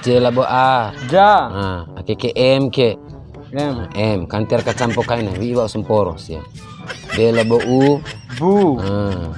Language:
Bima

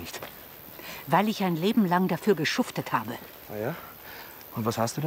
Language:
German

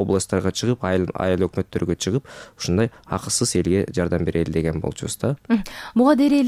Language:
Kyrgyz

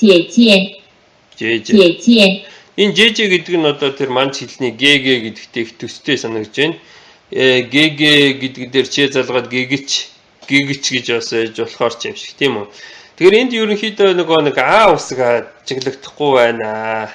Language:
Mongolian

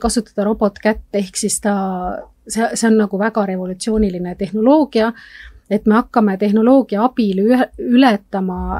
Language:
Estonian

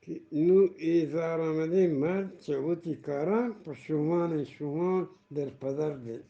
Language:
Eastern Balochi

